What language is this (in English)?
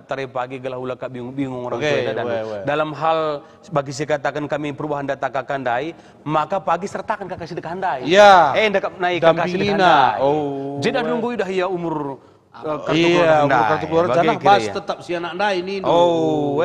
Batak Karo